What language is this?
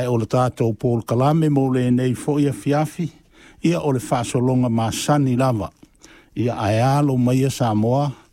Samoan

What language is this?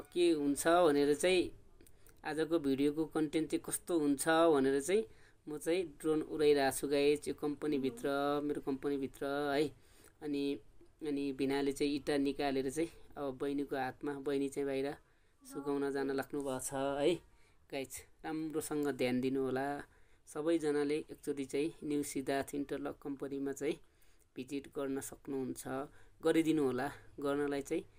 Nepali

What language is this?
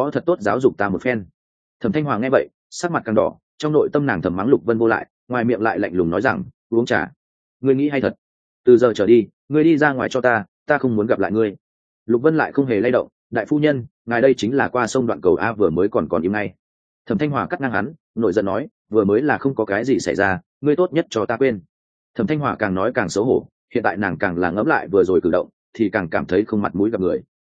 Vietnamese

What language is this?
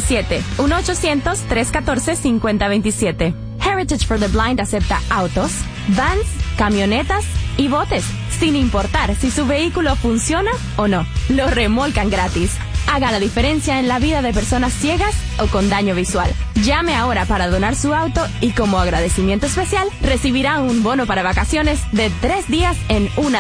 Spanish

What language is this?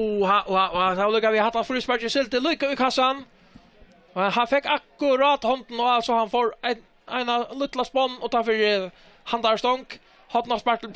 Faroese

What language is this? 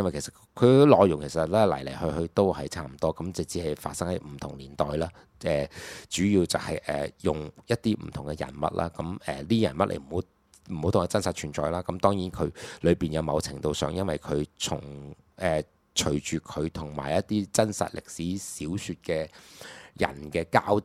Cantonese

